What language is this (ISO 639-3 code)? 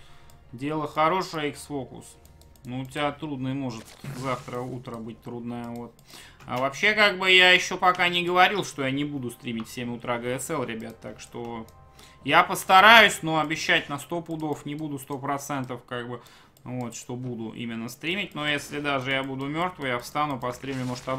rus